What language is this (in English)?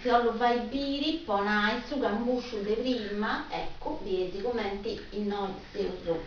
Sardinian